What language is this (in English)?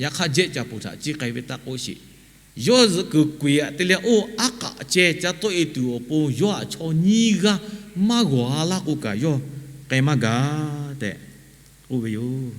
Lahu